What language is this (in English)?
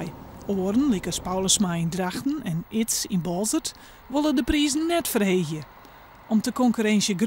Western Frisian